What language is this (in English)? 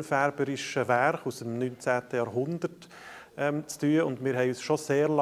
Swiss German